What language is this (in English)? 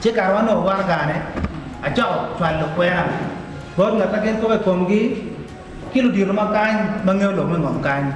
Acoli